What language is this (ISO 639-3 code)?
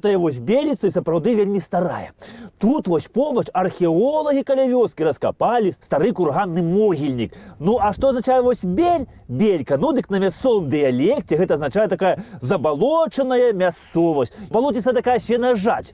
bel